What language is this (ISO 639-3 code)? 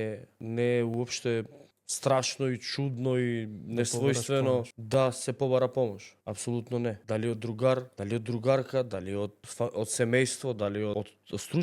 mkd